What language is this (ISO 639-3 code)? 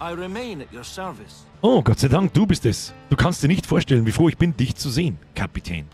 bar